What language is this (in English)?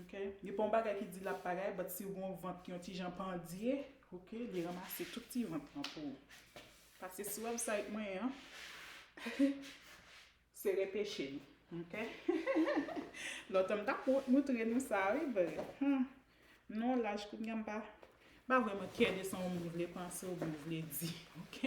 Haitian Creole